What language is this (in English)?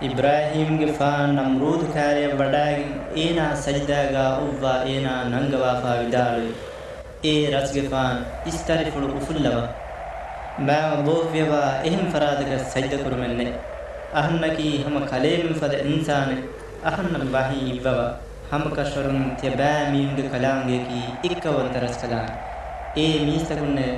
Divehi